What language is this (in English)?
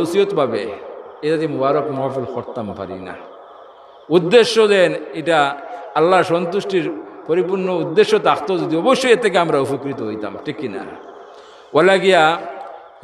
Sylheti